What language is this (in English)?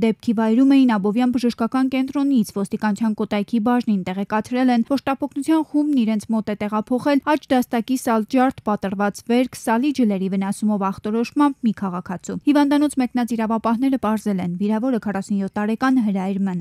Armenian